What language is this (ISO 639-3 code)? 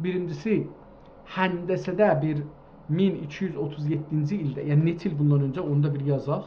azb